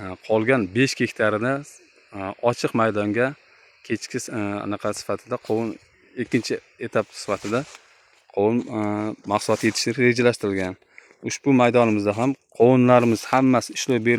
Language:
Uzbek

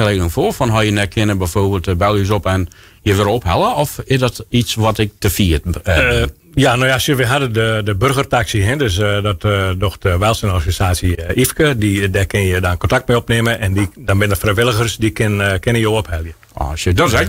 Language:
Western Frisian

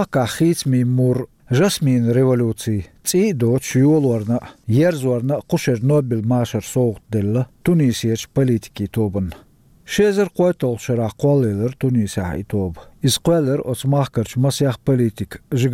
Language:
Chechen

